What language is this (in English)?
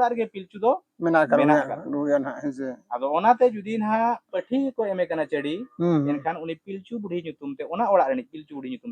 Santali